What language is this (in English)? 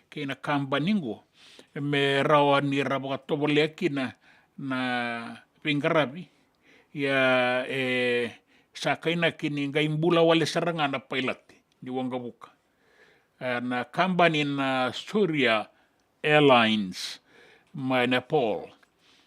Fijian